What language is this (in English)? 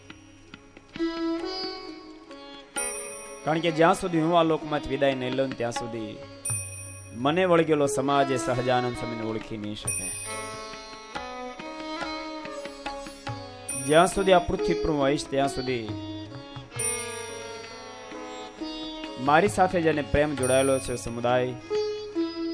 Gujarati